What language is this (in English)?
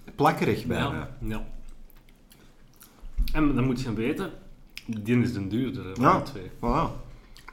Dutch